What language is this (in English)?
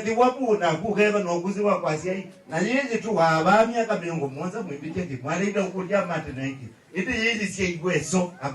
Kamba